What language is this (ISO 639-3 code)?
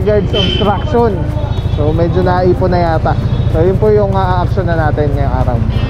fil